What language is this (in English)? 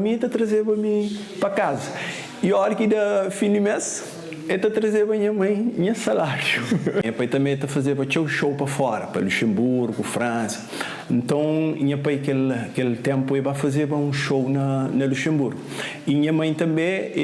Kabuverdianu